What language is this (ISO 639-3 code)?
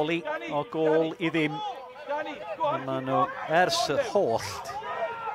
cym